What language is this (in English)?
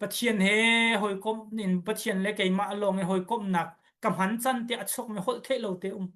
Hakha Chin